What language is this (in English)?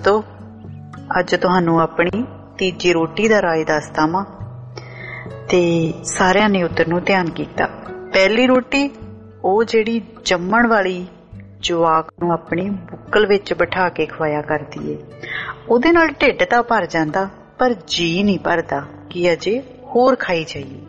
Punjabi